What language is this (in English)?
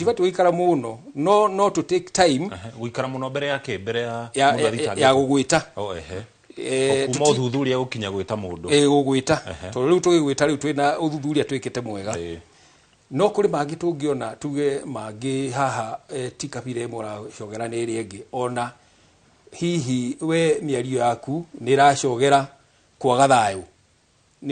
Kikuyu